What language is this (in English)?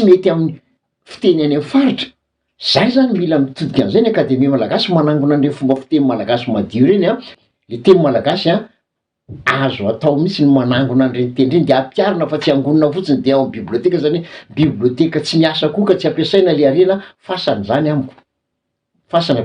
Malagasy